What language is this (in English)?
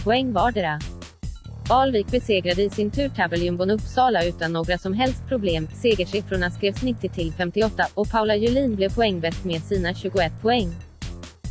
Swedish